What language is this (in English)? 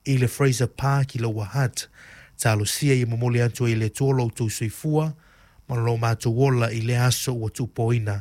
Samoan